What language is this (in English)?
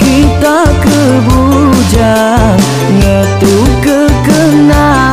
Iban